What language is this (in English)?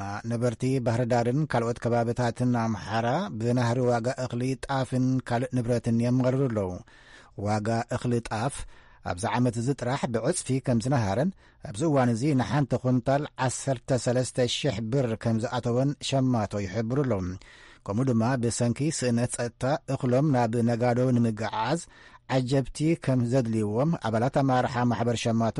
Tigrinya